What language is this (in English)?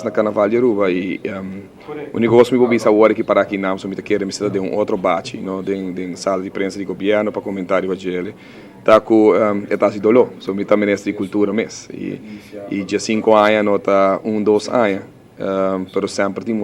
Papiamento